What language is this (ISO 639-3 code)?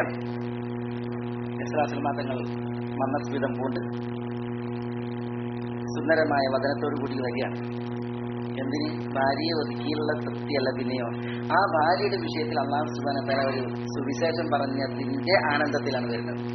mal